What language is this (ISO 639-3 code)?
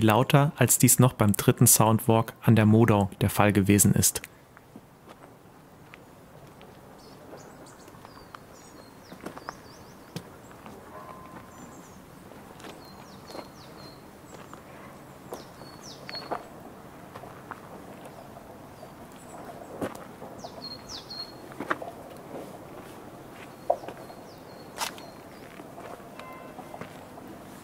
deu